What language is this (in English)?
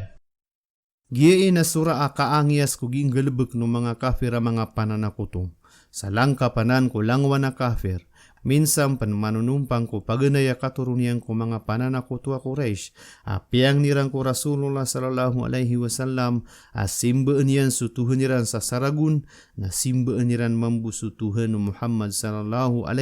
Maranao